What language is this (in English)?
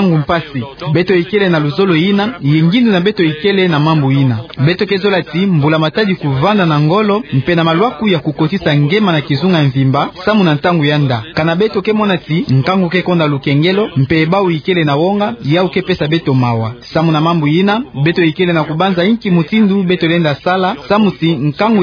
Kituba (Democratic Republic of Congo)